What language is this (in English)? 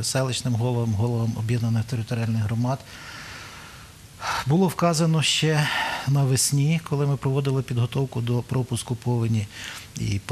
Ukrainian